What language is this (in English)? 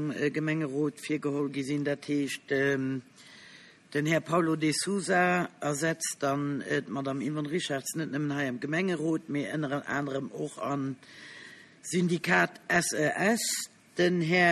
Luxembourgish